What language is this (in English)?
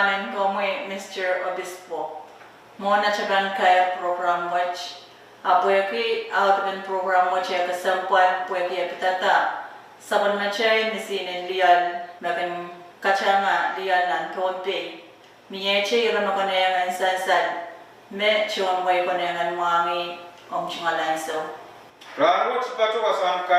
Pohnpeian